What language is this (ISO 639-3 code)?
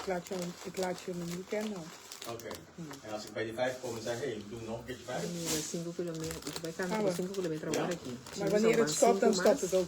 pap